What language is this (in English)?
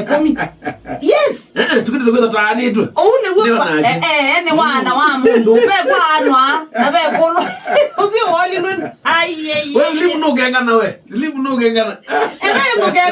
Kamba